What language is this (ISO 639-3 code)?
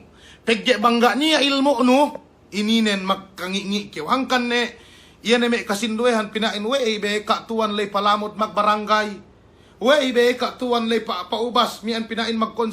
yka